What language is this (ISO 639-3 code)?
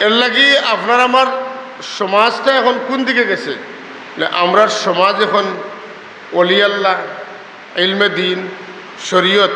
syl